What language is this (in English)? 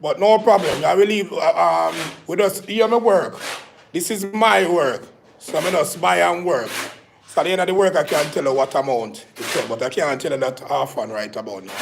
Jamaican Creole English